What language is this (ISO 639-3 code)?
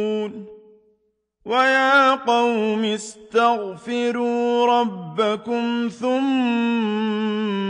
ara